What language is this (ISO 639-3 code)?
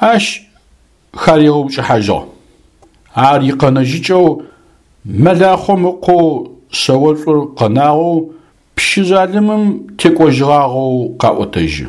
ady